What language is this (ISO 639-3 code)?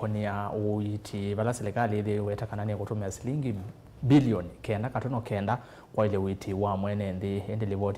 kam